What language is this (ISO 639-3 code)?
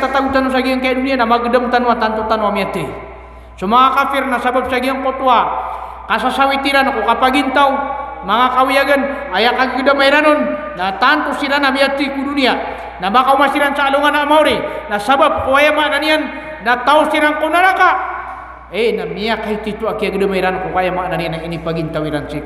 mrw